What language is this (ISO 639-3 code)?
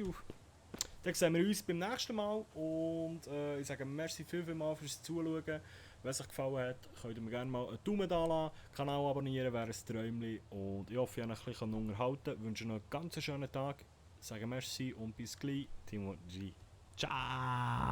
gsw